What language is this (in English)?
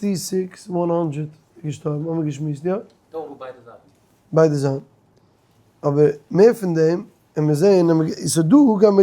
Yiddish